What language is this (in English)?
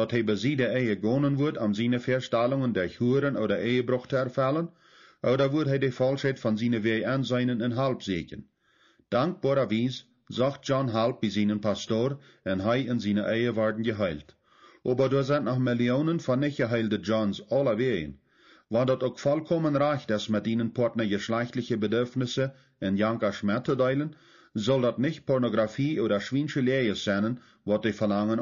Plautdietsch